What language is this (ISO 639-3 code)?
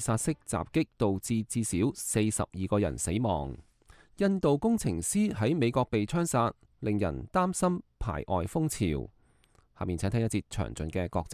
yue